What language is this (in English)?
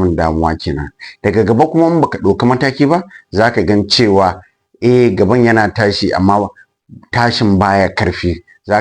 Hausa